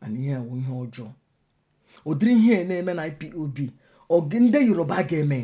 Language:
Igbo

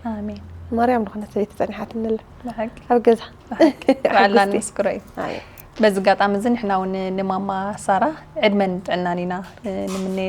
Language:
Tigrinya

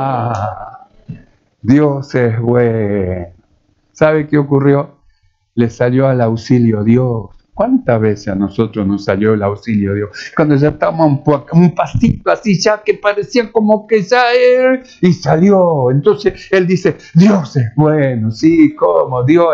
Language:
Spanish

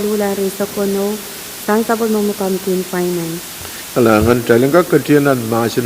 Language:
Pohnpeian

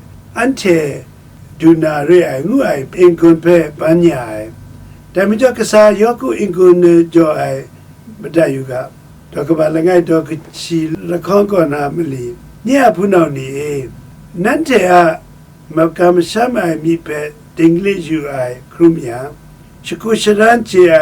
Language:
Kachin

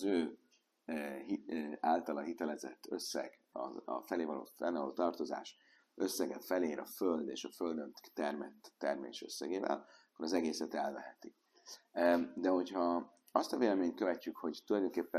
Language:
Hungarian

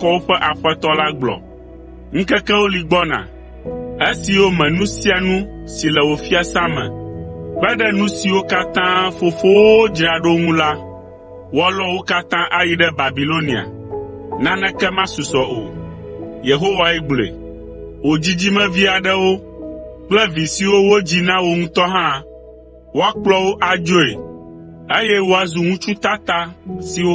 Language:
Ewe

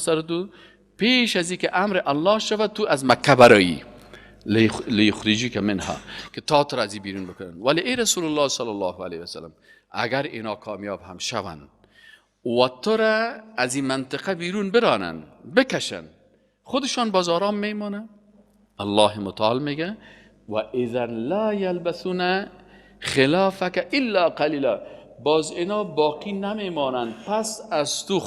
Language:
Persian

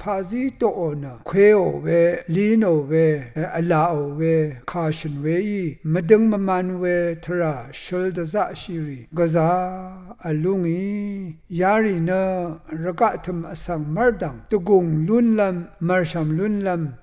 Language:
Rawang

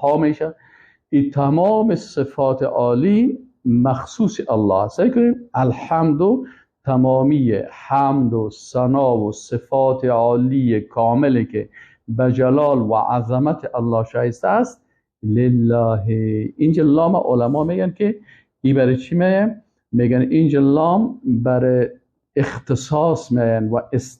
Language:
Persian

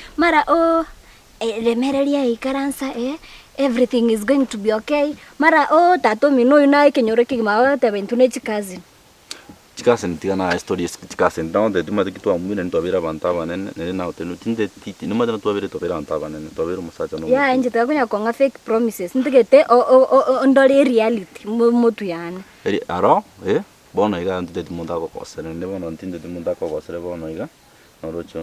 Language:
Gusii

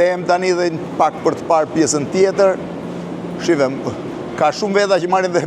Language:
Albanian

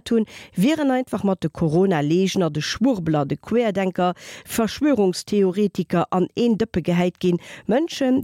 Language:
Luxembourgish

